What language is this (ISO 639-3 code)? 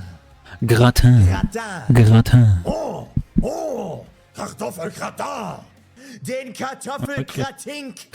gsw